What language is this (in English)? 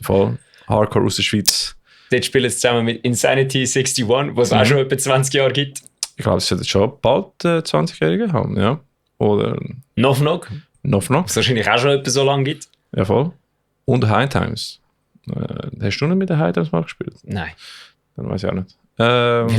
Swiss German